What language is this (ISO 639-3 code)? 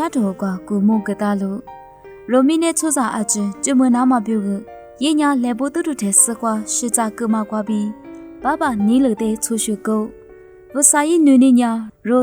lis